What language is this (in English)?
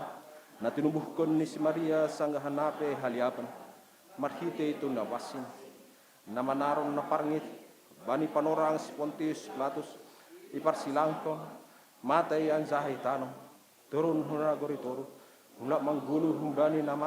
Batak Simalungun